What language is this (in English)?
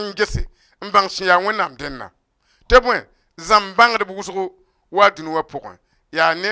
Mossi